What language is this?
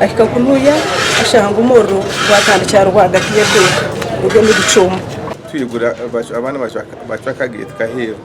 Nyankole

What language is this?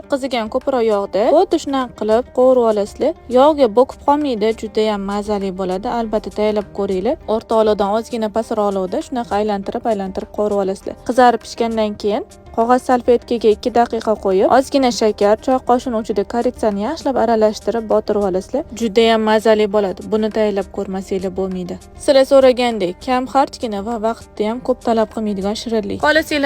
Uzbek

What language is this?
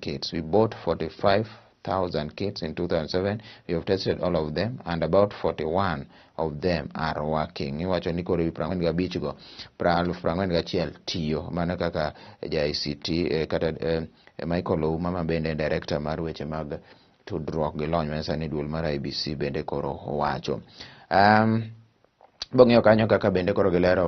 Luo (Kenya and Tanzania)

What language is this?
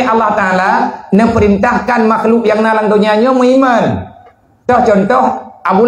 Achinese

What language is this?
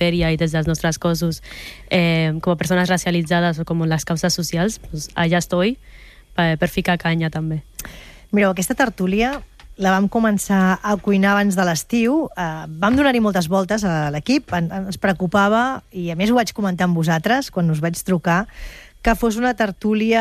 Catalan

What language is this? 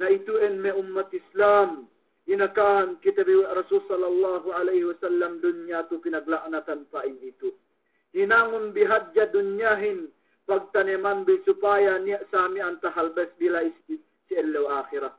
Yakan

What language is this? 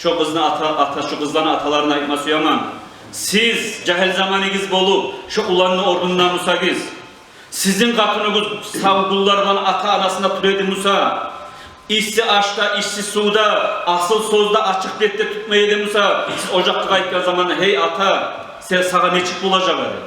Kumyk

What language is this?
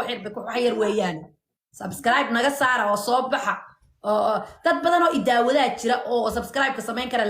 Somali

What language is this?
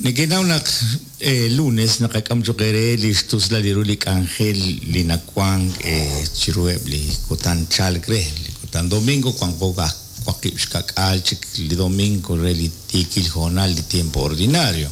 Kekchí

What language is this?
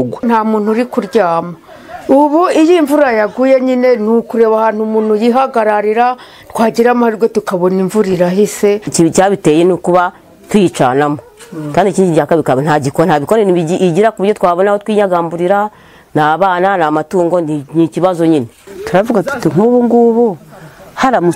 Kinyarwanda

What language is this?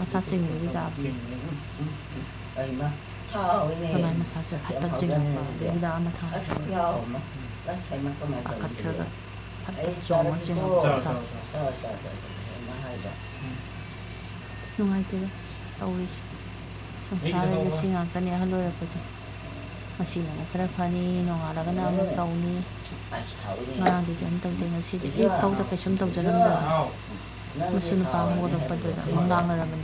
Manipuri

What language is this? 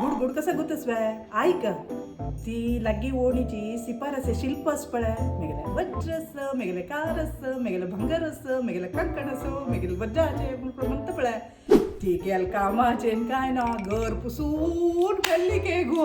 Konkani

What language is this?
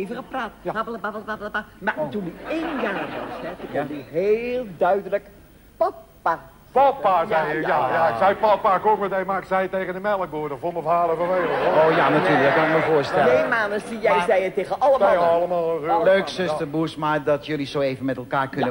Dutch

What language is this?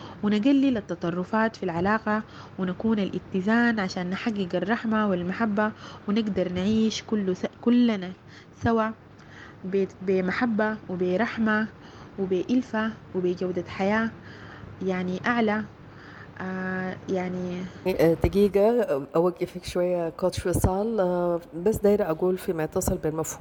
Sudanese Arabic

